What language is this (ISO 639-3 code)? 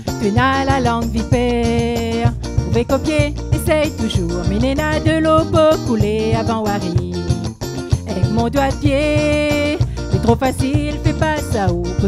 rcf